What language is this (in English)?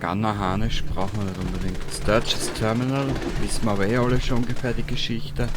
Bavarian